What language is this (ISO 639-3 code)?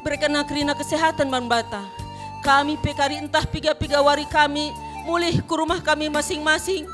btx